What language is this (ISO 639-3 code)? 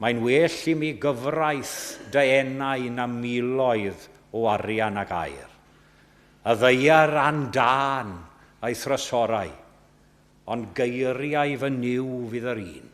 cym